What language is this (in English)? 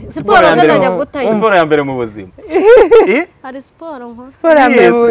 Kinyarwanda